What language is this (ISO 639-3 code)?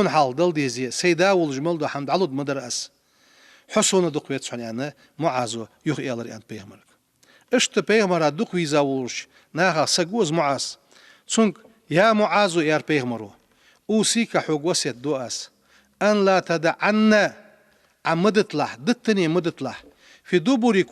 inh